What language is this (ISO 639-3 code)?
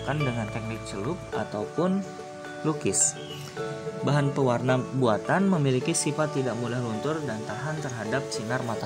ind